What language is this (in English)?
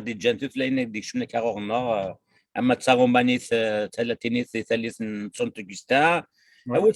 Kabyle